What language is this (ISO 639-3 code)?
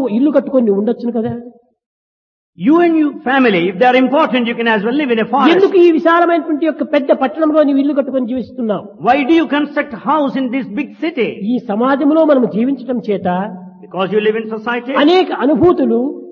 tel